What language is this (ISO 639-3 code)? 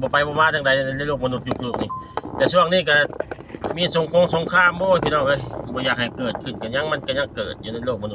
tts